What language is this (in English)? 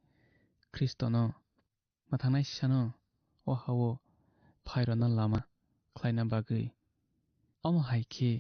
Kok Borok